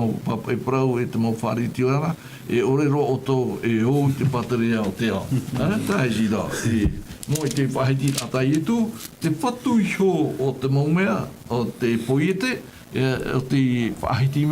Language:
Tahitian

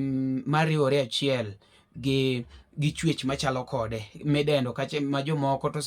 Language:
Luo (Kenya and Tanzania)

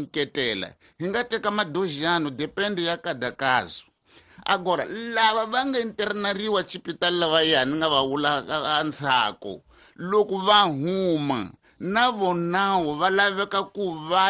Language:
Tsonga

